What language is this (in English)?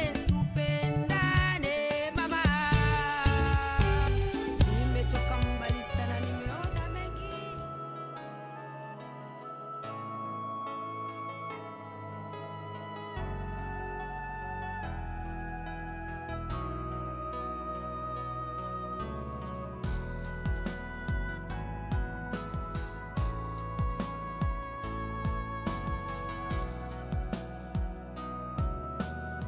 Swahili